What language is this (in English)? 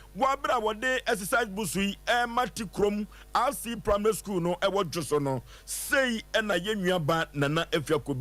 Akan